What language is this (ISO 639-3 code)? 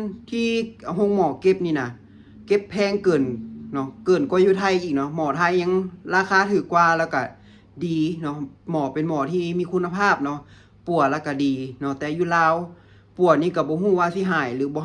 lao